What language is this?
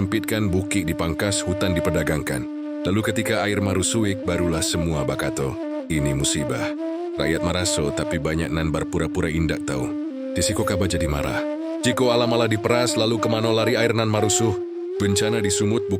Minangkabau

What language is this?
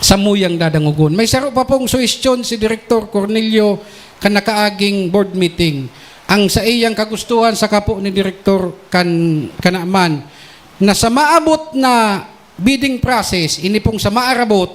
Bikol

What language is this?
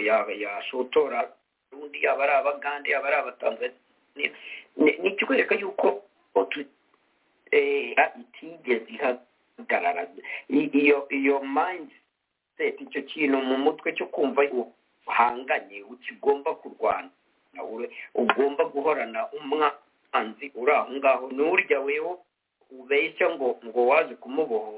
Kinyarwanda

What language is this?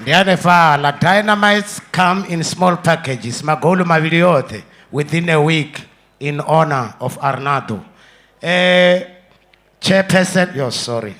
Venda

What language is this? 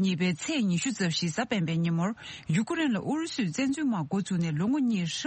Tibetan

